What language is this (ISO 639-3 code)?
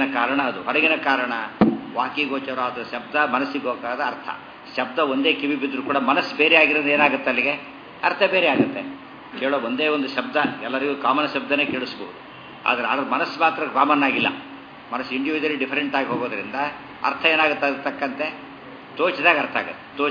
kan